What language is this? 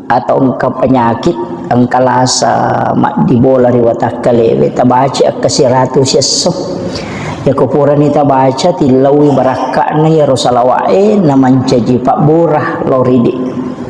Buginese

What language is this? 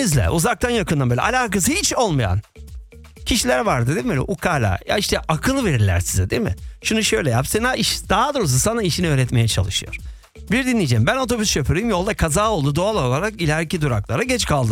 Turkish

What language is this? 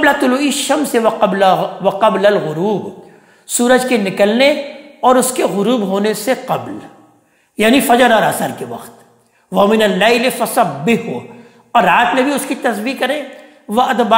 Urdu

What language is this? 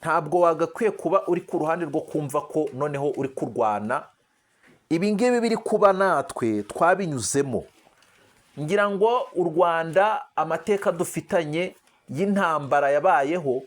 Kinyarwanda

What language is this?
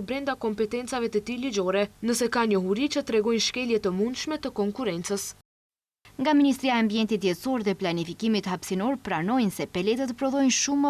Albanian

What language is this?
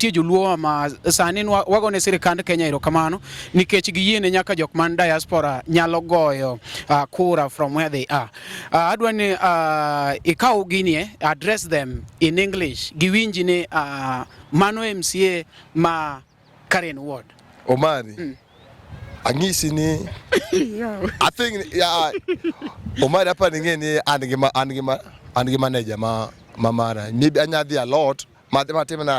Luo (Kenya and Tanzania)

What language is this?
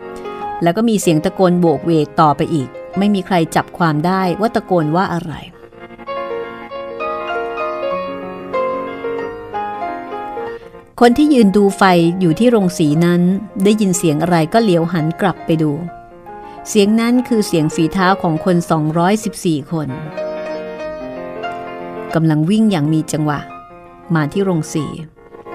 Thai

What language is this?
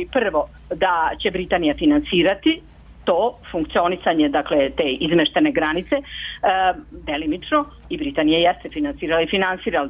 Serbian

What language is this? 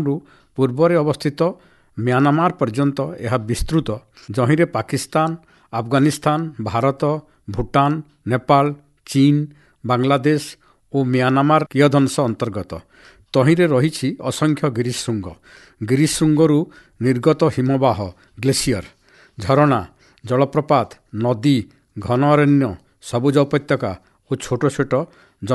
Odia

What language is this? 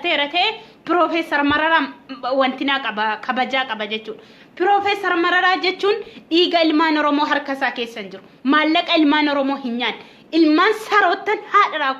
Oromo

